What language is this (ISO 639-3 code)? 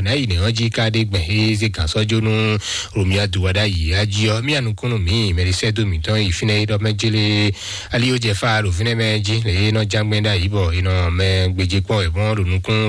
fon